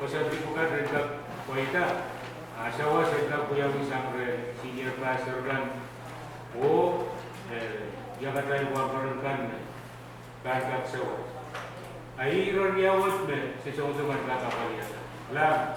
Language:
Pohnpeian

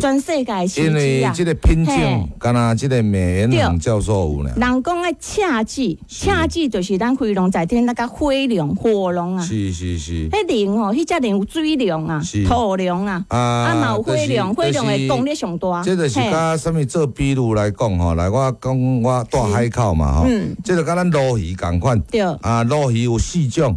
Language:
Min Nan Chinese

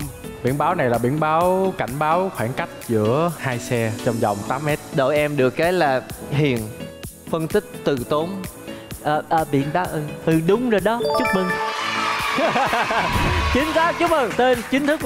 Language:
Vietnamese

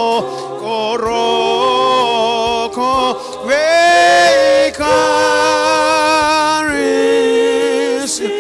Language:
Fijian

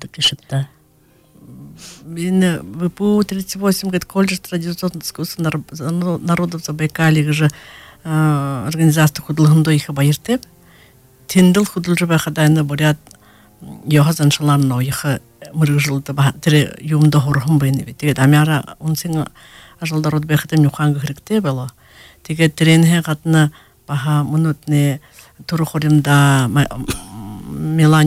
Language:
Buriat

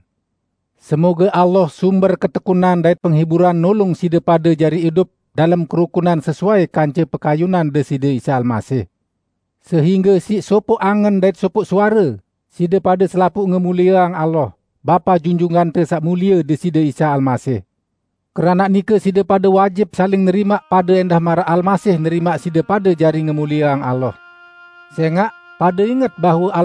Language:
Sasak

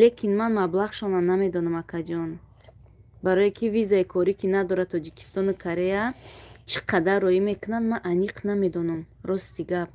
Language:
Tajik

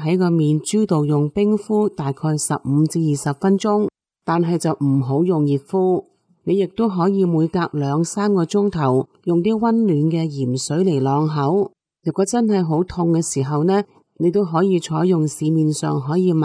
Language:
Cantonese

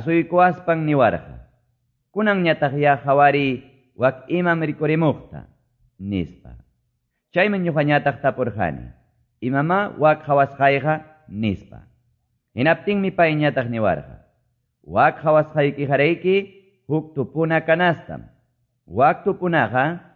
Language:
Quechua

